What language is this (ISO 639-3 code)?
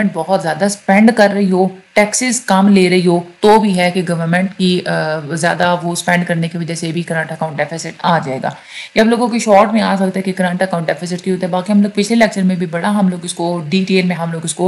hin